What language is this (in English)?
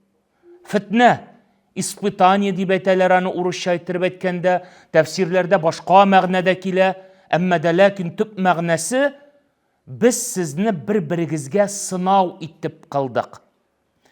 Tatar